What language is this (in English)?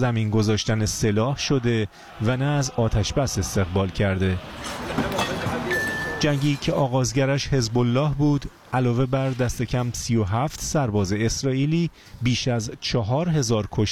Persian